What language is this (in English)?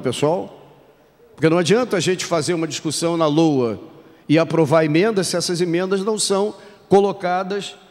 Portuguese